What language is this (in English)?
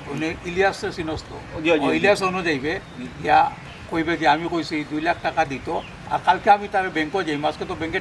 Sylheti